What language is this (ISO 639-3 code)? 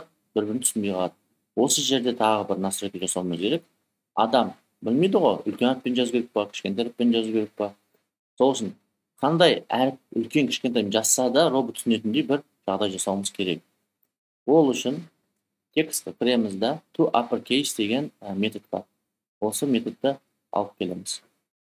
kaz